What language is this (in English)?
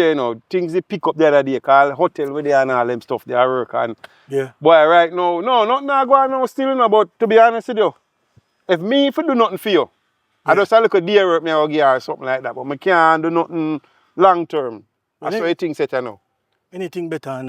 Jamaican Creole English